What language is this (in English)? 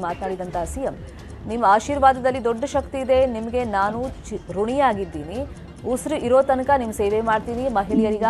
Kannada